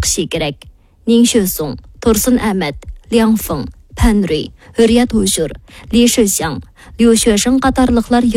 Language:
Uyghur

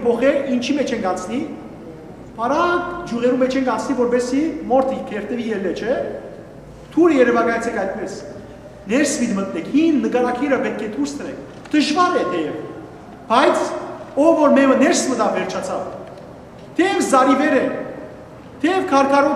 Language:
Western Armenian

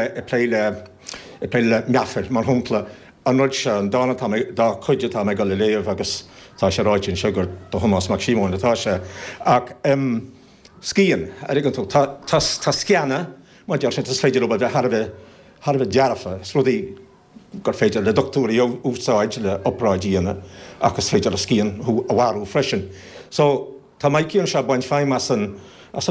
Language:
Irish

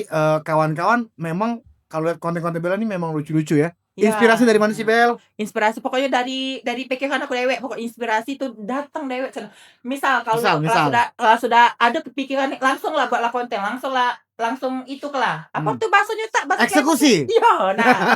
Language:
Musi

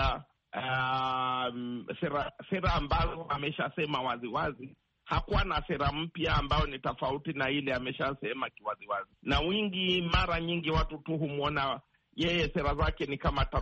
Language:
Swahili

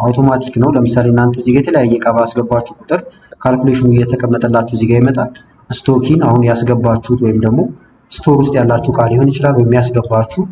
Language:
Amharic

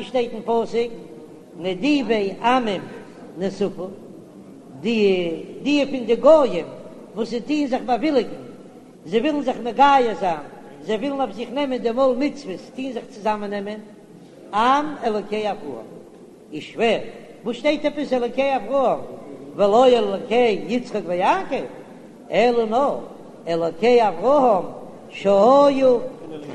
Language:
Yiddish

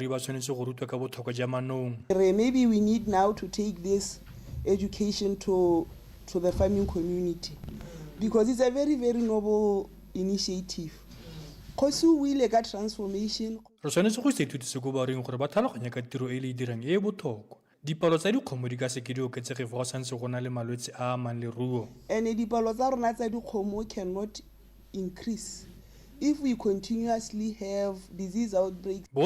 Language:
Tswana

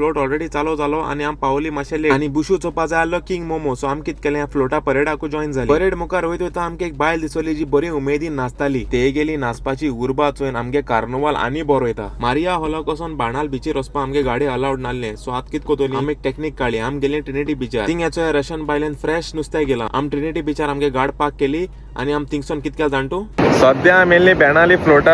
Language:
Konkani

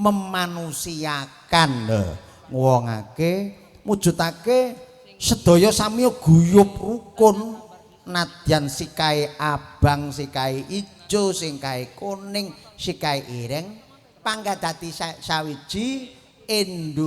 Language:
Javanese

